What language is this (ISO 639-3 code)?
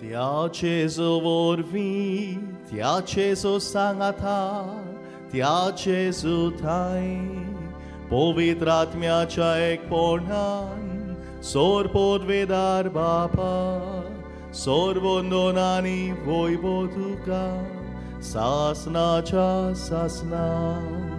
kok